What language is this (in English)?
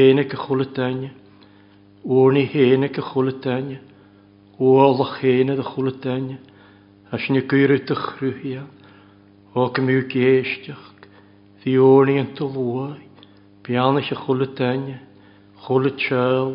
Welsh